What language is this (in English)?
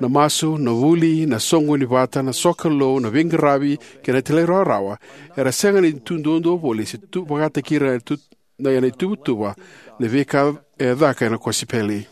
Fijian